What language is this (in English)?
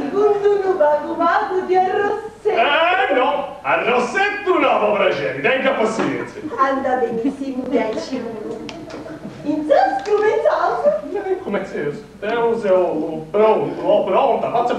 Sardinian